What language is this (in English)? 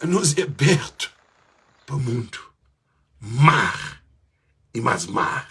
Kabuverdianu